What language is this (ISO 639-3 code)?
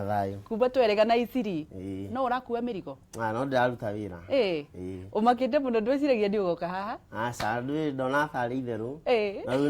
kik